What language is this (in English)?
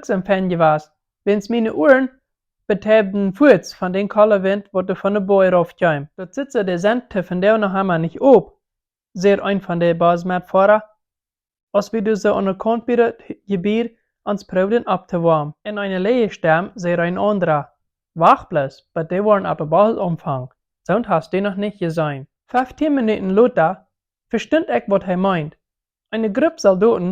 Plautdietsch